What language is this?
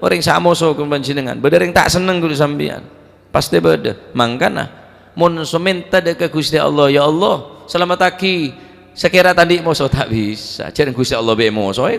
Madurese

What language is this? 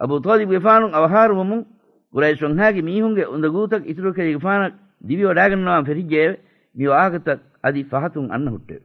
Divehi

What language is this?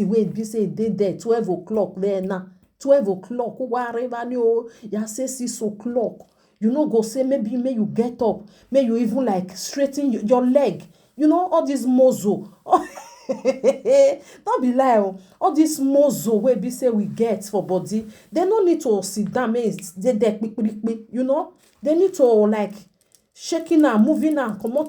Nigerian Pidgin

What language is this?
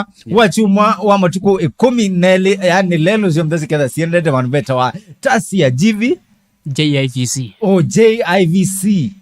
Kamba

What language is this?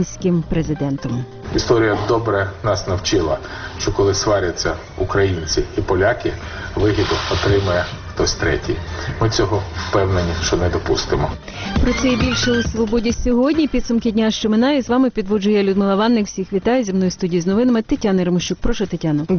Ukrainian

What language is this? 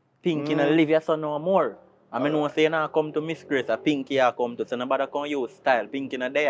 Jamaican Creole English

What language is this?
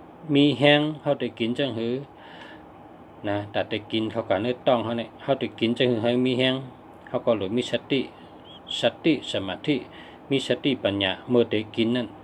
Shan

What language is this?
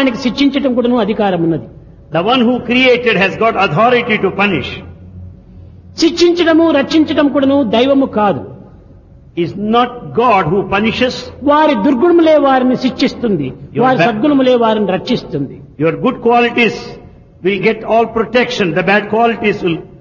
Telugu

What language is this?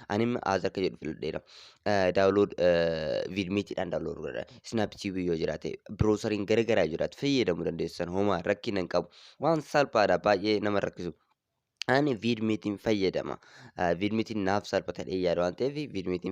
Oromo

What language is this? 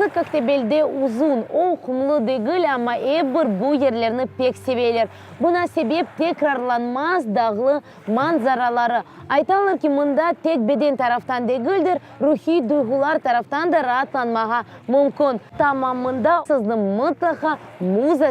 Crimean Tatar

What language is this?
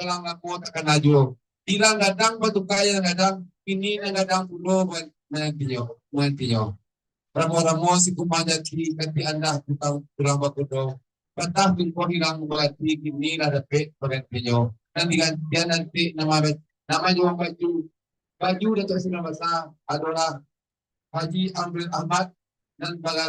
Minangkabau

